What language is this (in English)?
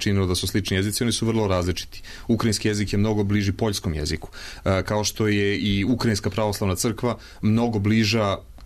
Serbian